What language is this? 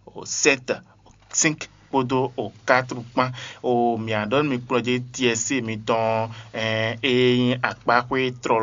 Fon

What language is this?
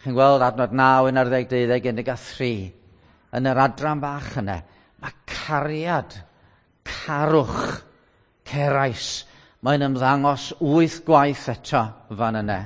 Welsh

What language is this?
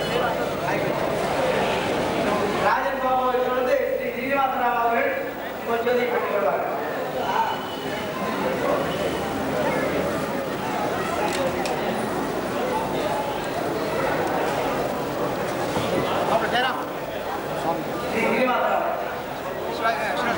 Tamil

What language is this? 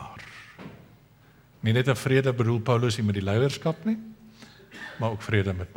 Afrikaans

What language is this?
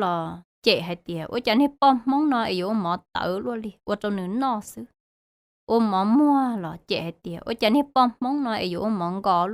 Hmong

